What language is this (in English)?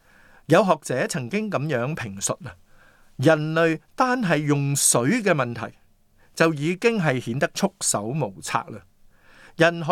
Cantonese